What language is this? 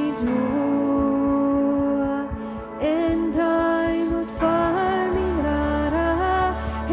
Plautdietsch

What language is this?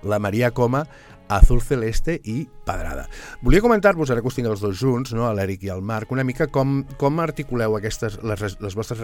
Catalan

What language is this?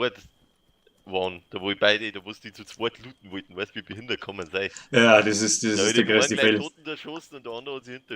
Bavarian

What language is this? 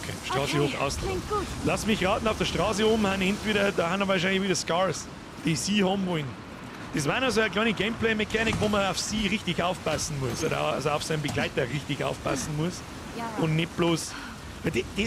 Bavarian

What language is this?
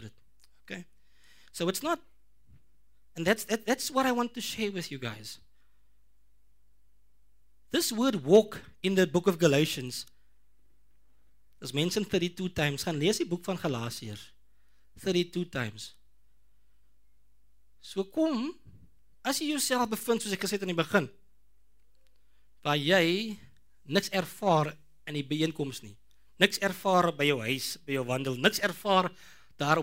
Afrikaans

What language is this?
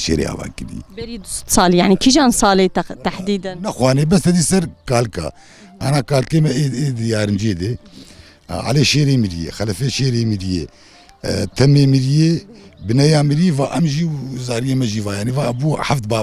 Kurdish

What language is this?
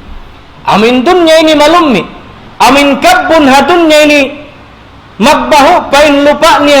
Tausug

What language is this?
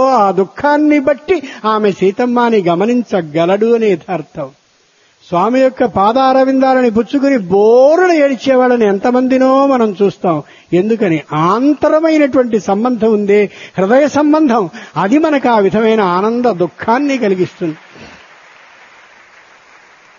Telugu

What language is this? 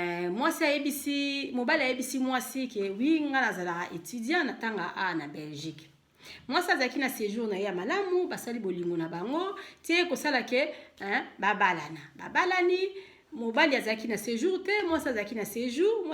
Lingala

